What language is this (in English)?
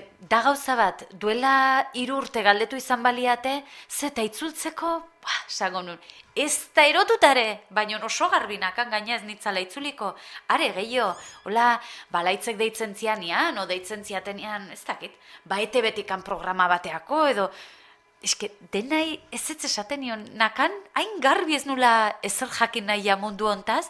Basque